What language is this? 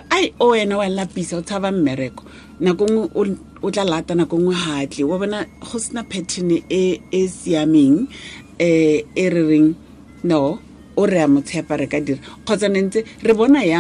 Tswana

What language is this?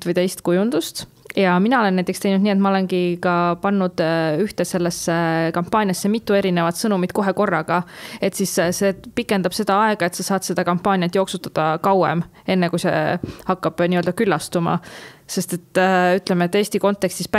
Estonian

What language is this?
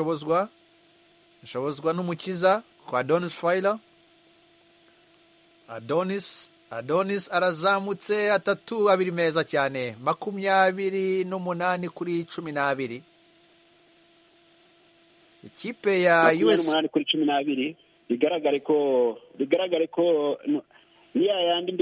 Kinyarwanda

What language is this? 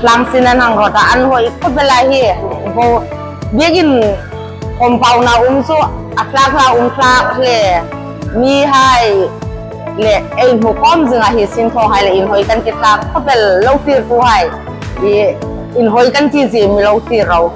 Hmar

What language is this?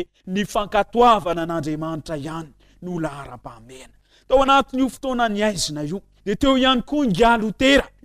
Malagasy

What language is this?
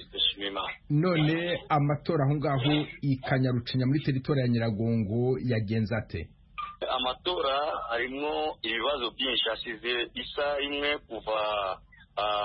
Kinyarwanda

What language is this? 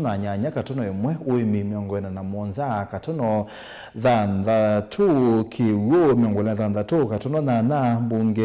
Kamba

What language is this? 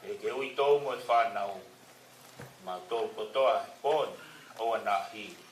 Tongan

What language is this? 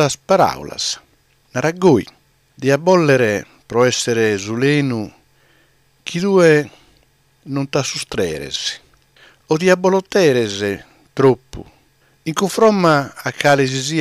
Sardinian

